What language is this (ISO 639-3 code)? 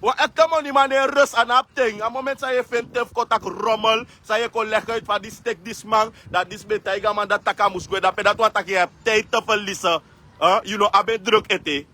srn